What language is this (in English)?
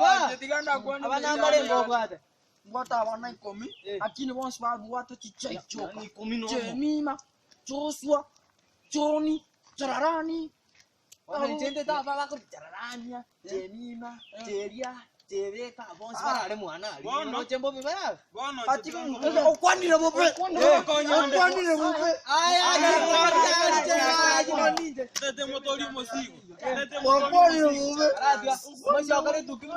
Gusii